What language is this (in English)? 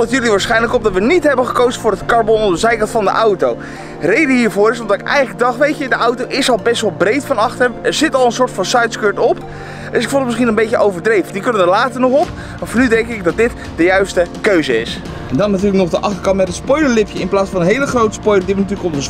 Dutch